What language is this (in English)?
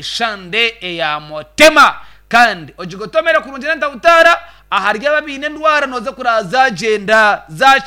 Nyankole